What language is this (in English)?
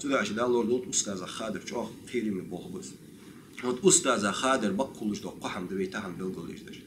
Ingush